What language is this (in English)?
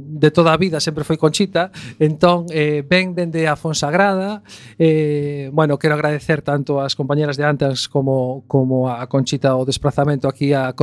Galician